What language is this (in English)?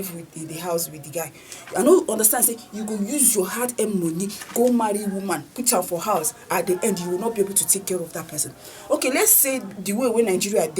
Nigerian Pidgin